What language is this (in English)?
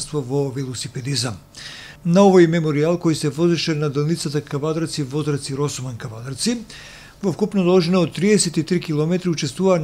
Macedonian